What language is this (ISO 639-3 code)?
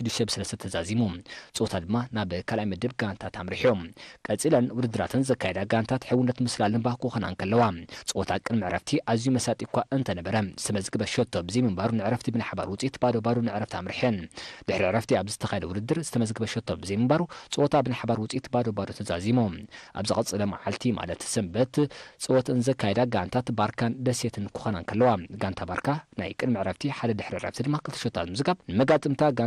tir